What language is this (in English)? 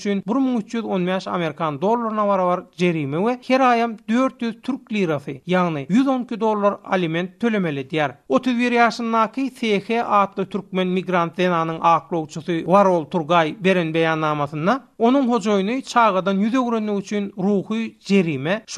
Turkmen